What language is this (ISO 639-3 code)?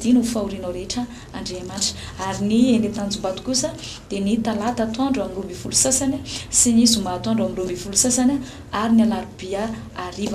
mlg